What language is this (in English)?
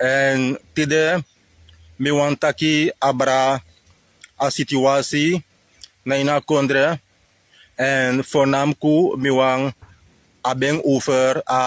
Sranan Tongo